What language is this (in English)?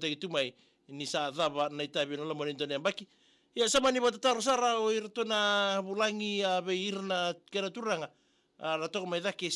Fijian